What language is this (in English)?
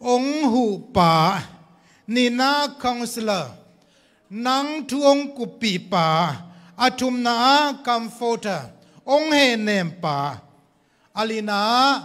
Tedim Chin